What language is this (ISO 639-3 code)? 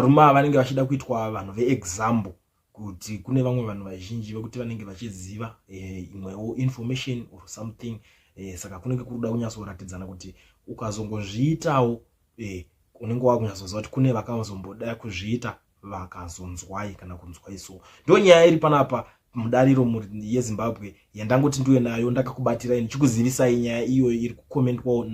sna